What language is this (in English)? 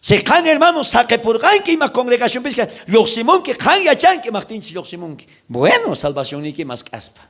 South Bolivian Quechua